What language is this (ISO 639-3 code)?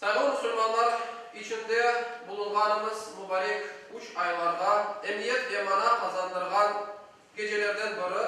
crh